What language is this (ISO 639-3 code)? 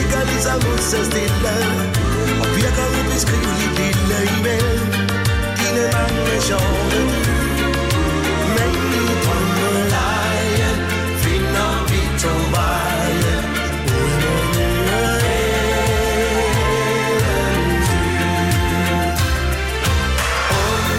dan